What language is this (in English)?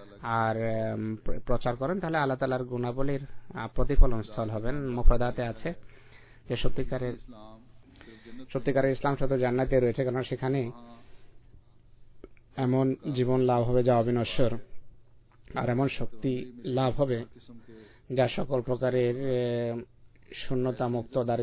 Bangla